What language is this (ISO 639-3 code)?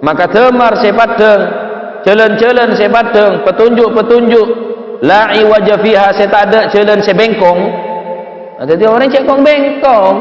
mad